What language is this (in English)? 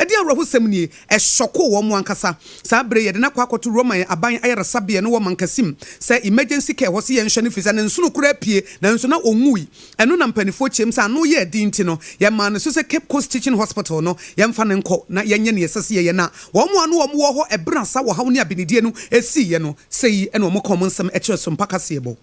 Akan